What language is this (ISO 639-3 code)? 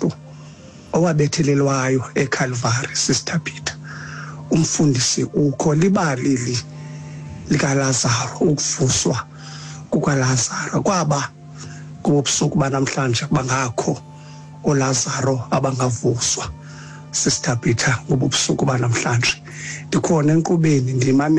xho